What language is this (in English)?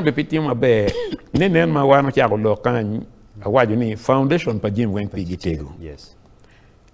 Acoli